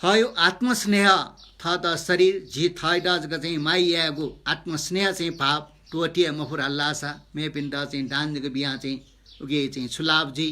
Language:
Newari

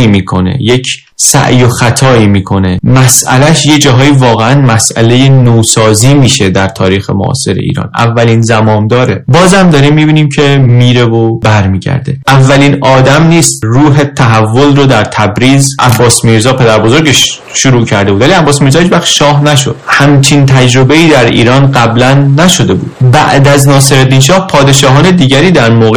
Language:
Persian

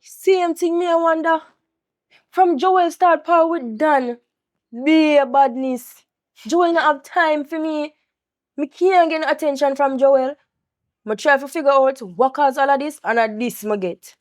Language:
Jamaican Creole English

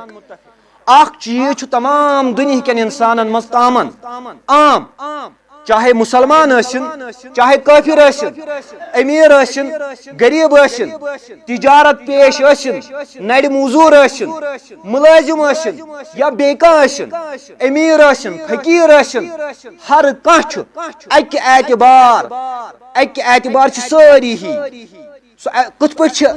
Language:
Kashmiri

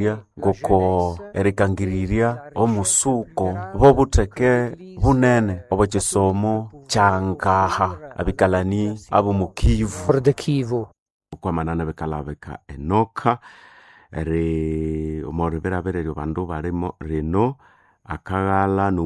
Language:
Nande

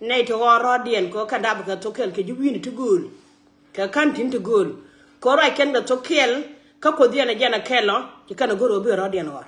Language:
Nuer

